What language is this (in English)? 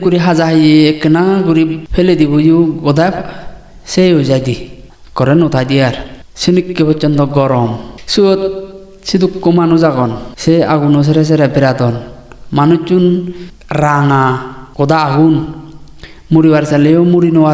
Chakma